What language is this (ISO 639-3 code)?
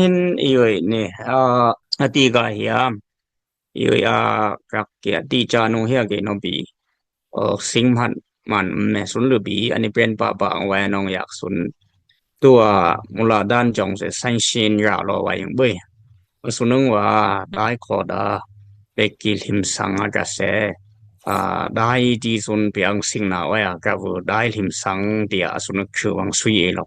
dis